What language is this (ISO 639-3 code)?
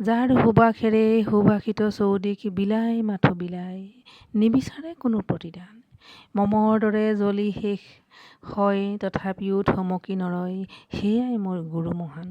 asm